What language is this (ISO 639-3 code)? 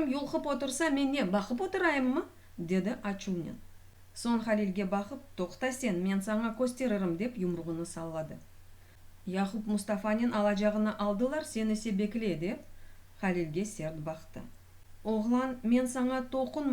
crh